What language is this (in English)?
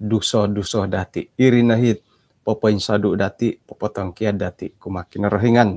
Central Dusun